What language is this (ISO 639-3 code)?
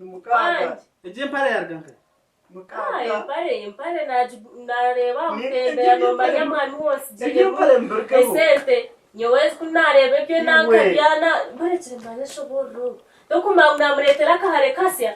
nyn